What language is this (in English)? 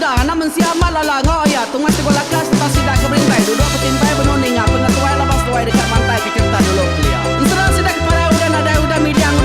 Iban